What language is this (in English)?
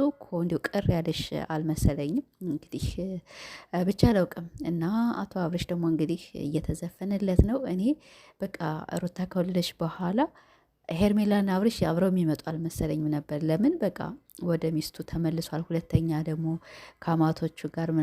Amharic